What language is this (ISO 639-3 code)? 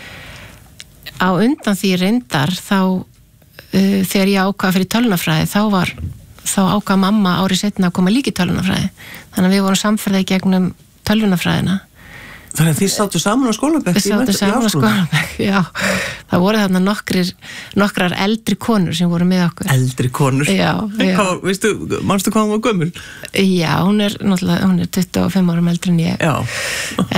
isl